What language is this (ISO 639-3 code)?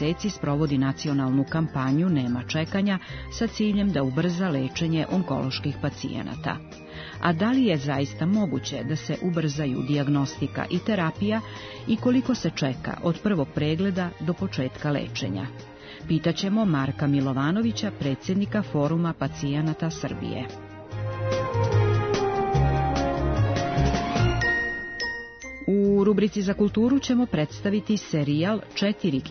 srp